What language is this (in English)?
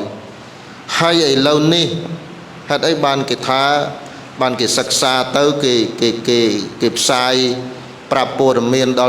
Khmer